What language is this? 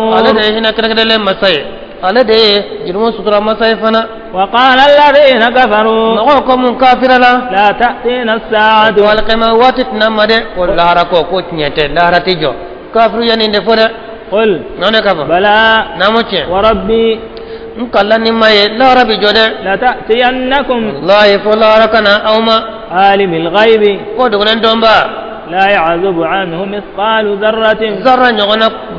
Bambara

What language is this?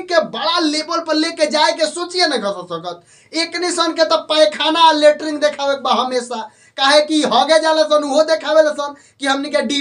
Bhojpuri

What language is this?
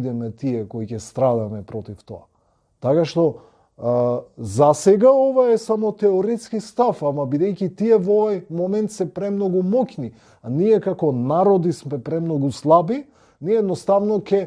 Macedonian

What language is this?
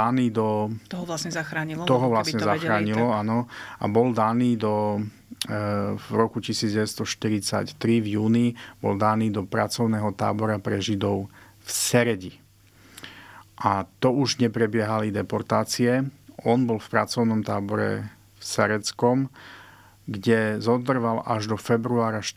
Slovak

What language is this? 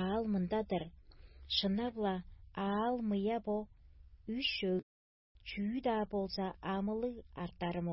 Tuvinian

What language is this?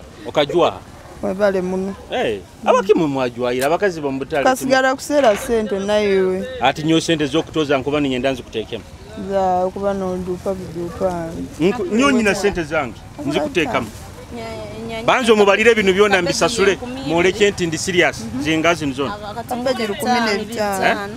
Nyoro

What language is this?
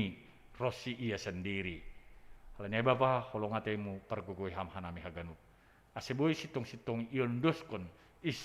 Batak Simalungun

